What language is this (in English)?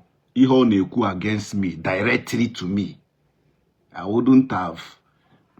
Igbo